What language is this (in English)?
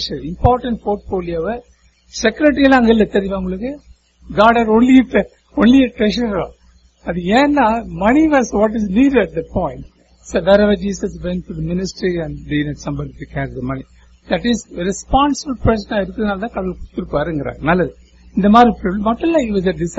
Tamil